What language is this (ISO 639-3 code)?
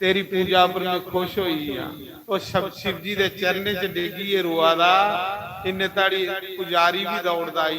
doi